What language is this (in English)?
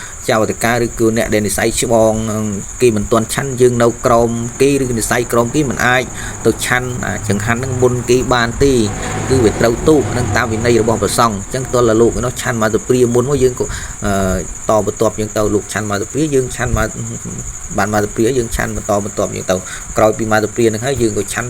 Khmer